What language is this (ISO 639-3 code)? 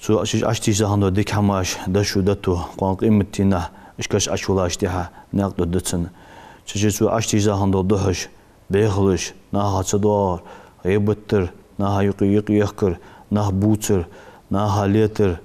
inh